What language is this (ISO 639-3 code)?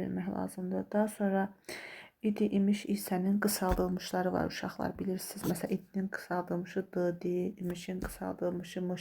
aze